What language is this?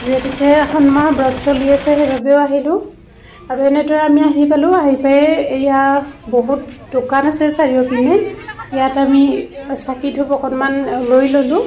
Assamese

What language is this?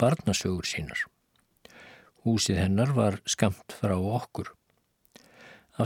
Icelandic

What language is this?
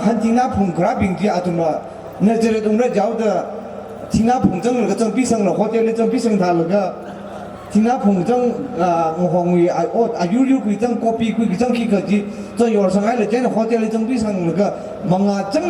Tangkhul Naga (India)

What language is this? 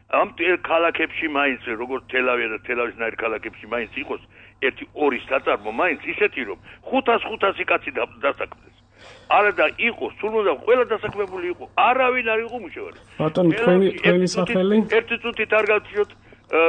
Georgian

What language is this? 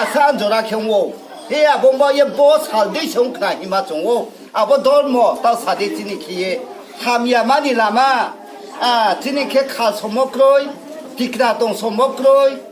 Riang (India)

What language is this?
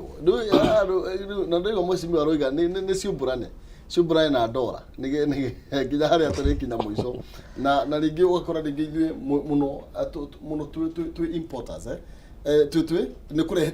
Kikuyu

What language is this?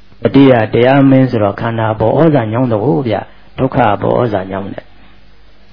Burmese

